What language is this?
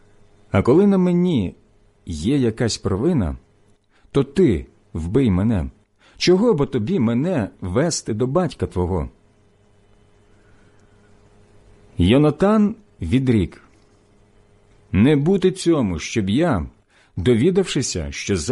Ukrainian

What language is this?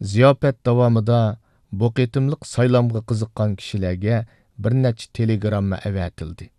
Uyghur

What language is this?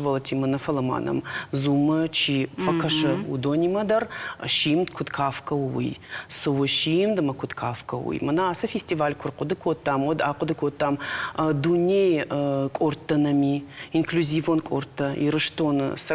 Ossetic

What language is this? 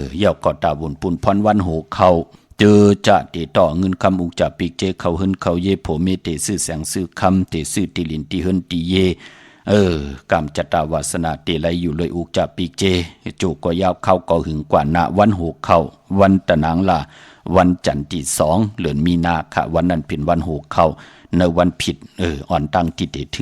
Shan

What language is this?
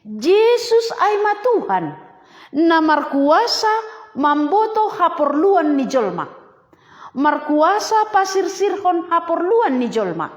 Batak Simalungun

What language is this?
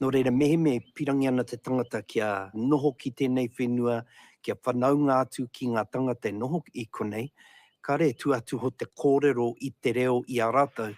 Māori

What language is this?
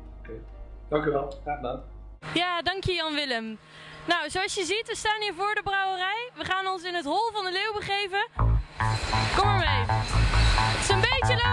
Dutch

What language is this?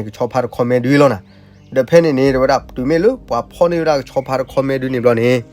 S'gaw Karen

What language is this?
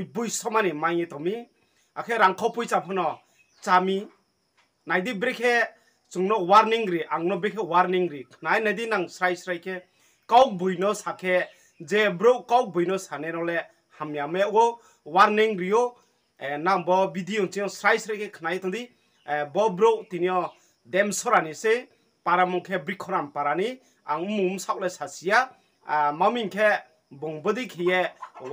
Riang (India)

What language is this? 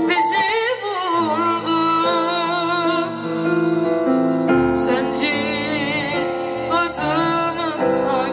Turkish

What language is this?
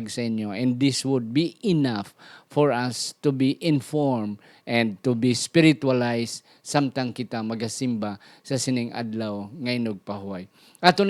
Hiligaynon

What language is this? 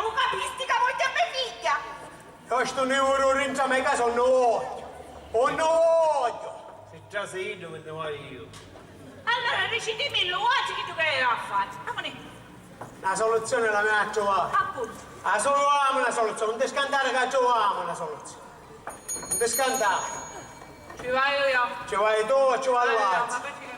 Sicilian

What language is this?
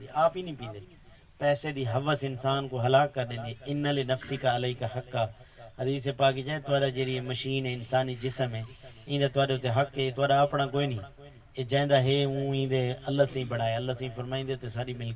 Saraiki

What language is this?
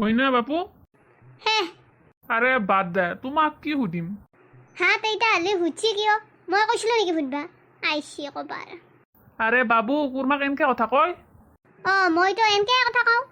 Assamese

